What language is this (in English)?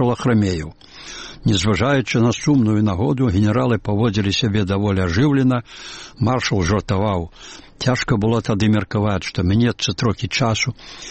Belarusian